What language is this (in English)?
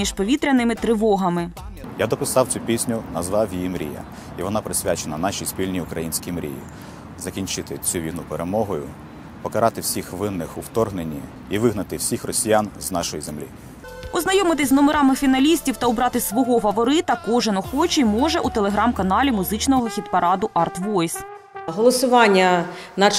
Ukrainian